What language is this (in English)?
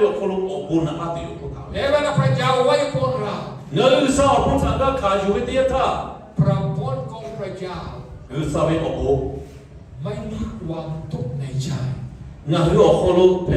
Lahu